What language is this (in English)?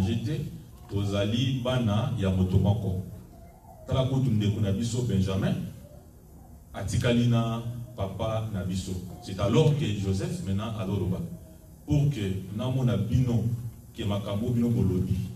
French